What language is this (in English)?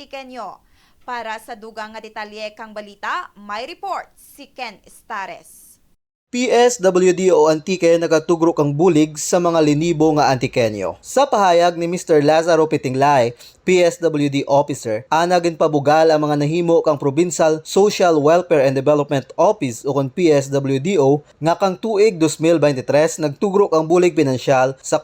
Kinaray-a